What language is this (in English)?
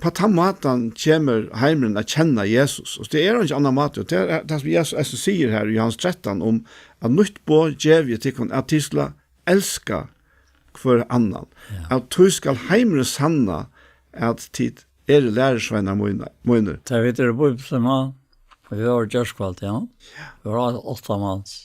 Faroese